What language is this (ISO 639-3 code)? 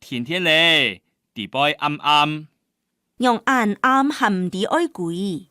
hak